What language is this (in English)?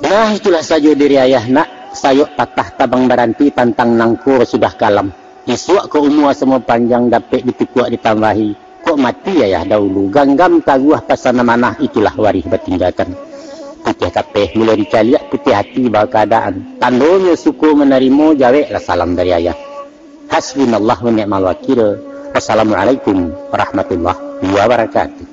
Minangkabau